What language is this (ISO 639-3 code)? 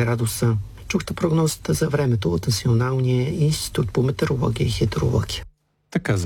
bul